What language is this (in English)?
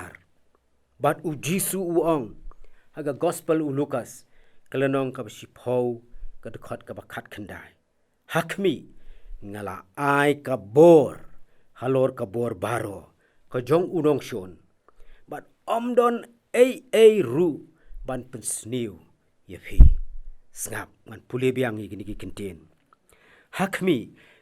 Khasi